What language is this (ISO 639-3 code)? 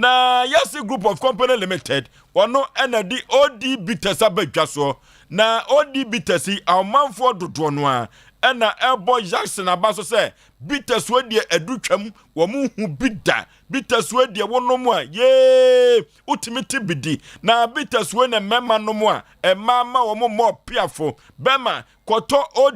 aka